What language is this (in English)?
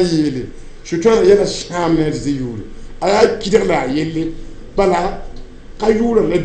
Mossi